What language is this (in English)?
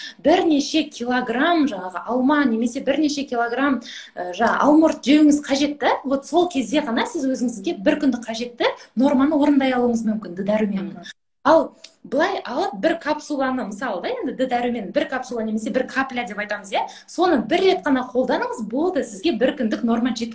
Kazakh